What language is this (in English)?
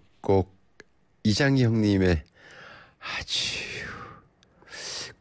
Korean